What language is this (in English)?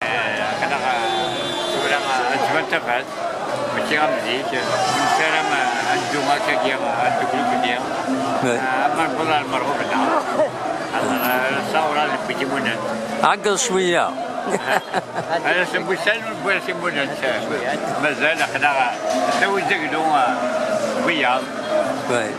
Kabyle